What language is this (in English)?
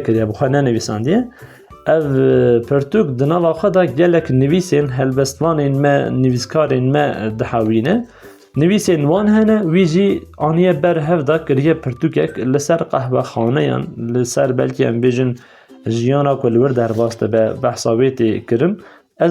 Kurdish